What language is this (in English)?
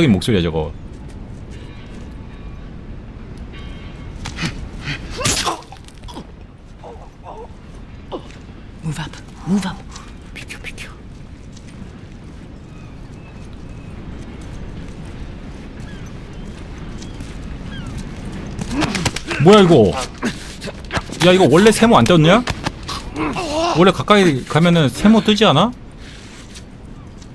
Korean